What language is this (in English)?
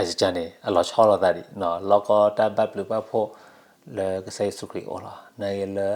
S'gaw Karen